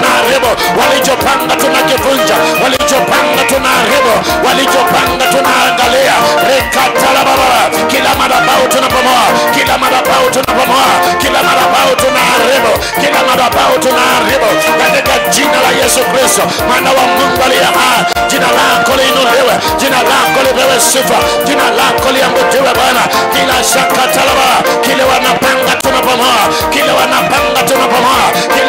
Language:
Swahili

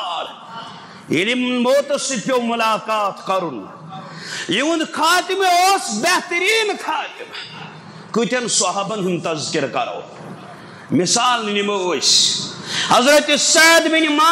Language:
Kashmiri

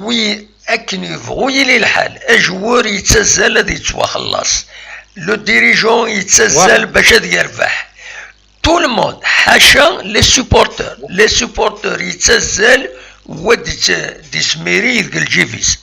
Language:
Kabyle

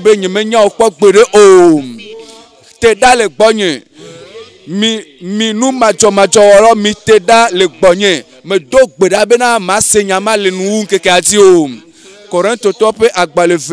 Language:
Ewe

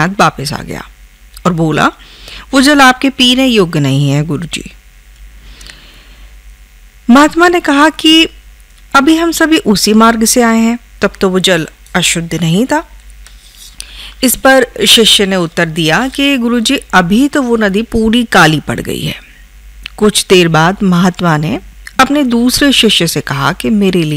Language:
Hindi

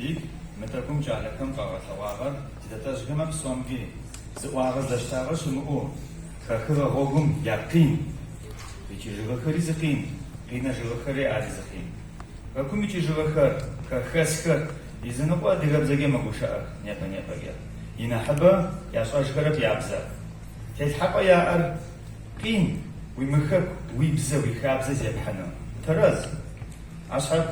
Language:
Adyghe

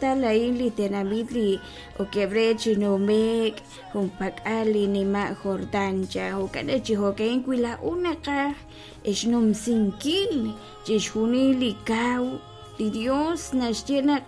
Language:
Kekchí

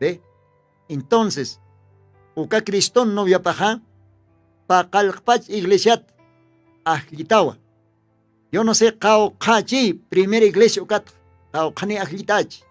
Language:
Aymara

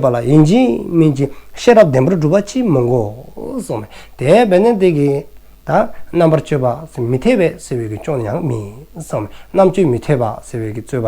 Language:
Dzongkha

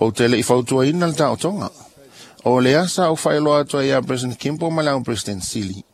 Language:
Samoan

